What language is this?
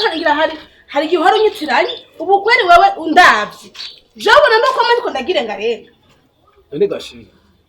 Rundi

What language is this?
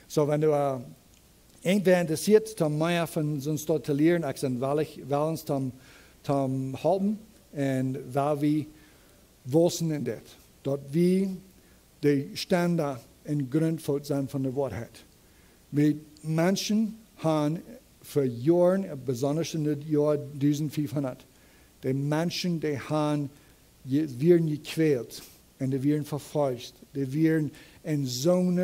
Plautdietsch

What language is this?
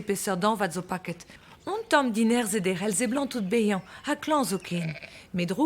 Breton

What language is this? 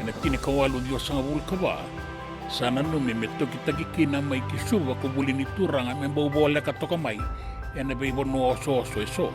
Fijian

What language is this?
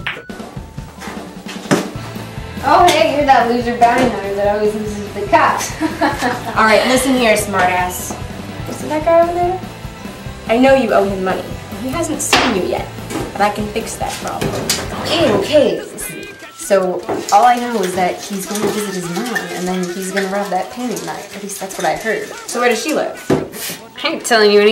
English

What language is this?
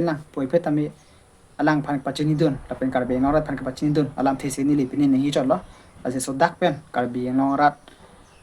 Karbi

